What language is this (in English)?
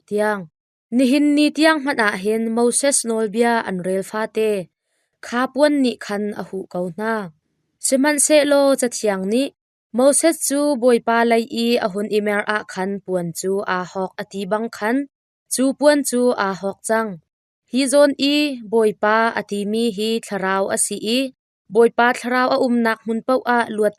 Hakha Chin